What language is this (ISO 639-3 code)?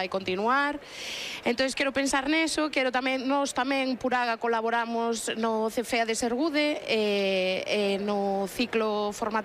glg